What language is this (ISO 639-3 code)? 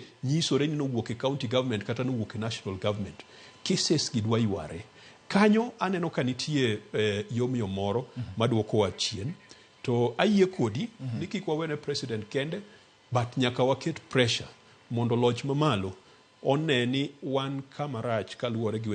luo